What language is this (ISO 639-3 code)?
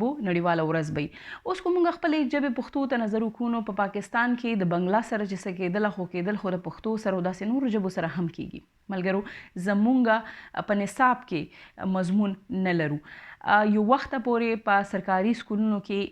pus